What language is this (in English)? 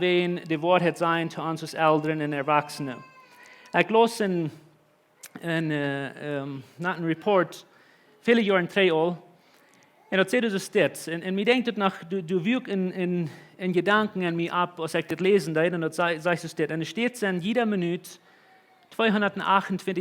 Plautdietsch